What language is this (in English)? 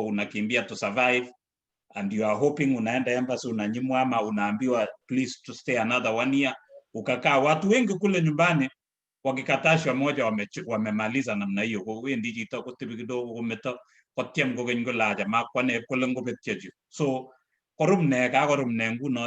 Kalenjin